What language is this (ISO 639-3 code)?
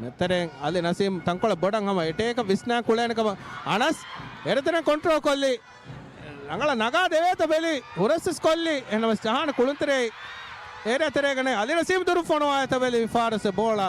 div